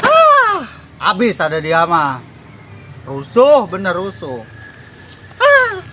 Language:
Betawi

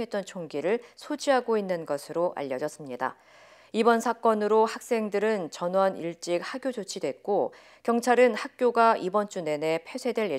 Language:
Korean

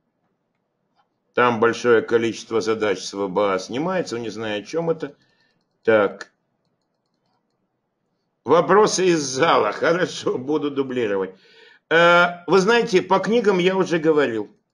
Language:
Russian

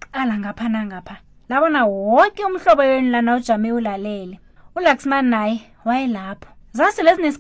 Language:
South Ndebele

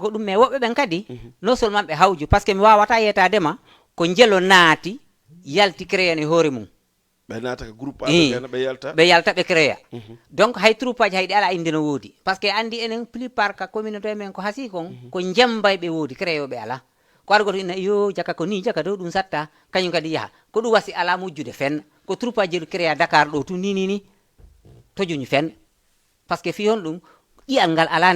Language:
Fula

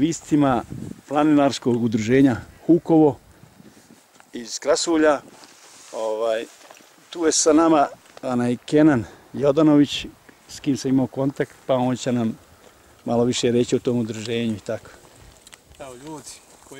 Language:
Bosnian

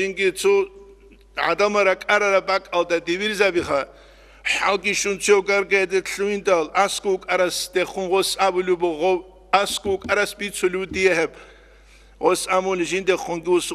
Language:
Avaric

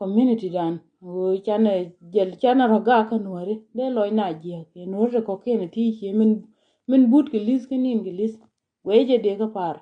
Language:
Nuer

